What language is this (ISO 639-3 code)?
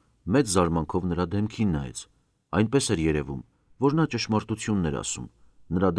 hye